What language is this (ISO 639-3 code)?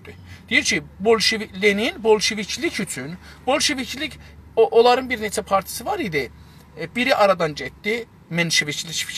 azb